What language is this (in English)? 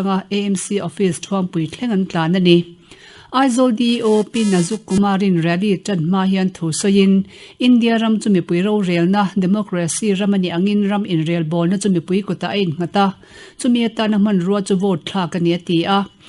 Mizo